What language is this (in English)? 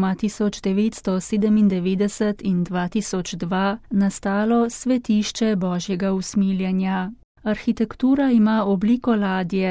Slovenian